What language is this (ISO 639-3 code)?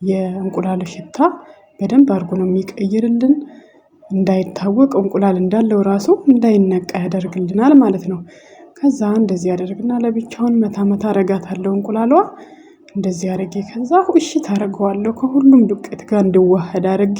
amh